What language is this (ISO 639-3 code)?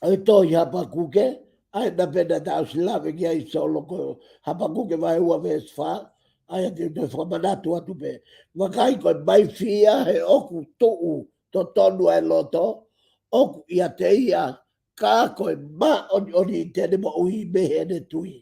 ton